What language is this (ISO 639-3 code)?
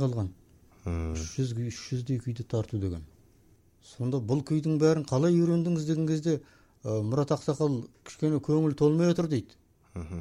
kaz